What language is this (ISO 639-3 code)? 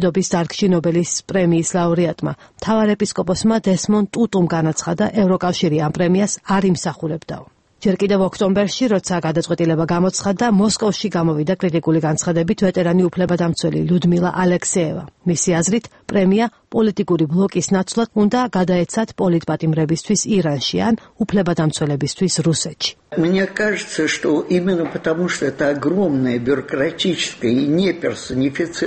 kat